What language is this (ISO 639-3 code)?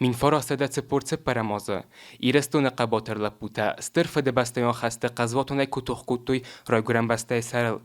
oss